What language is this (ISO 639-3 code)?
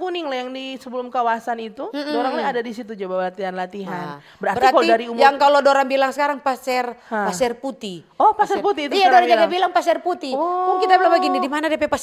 xmm